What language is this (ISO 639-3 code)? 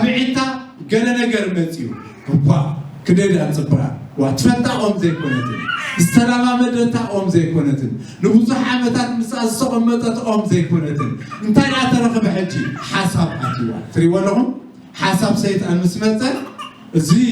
tir